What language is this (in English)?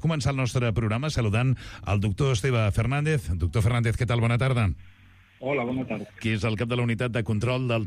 Catalan